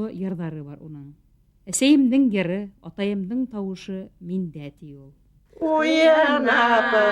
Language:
Bashkir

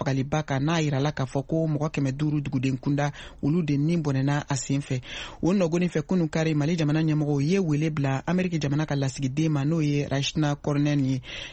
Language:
Bambara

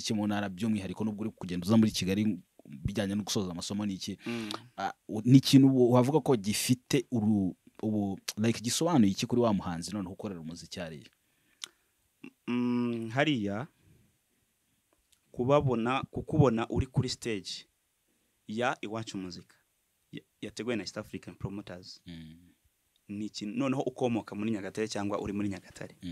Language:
Kinyarwanda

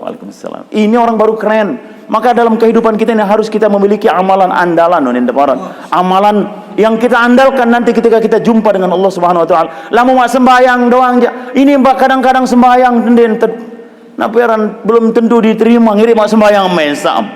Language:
Sasak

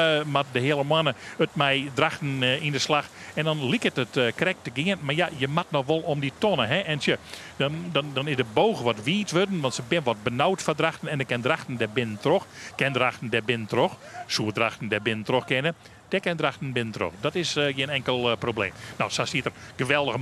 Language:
Western Frisian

